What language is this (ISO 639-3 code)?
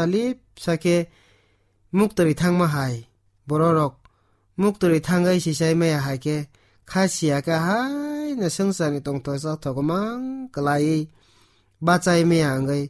trp